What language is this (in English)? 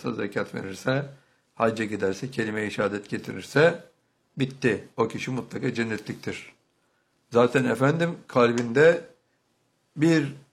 Turkish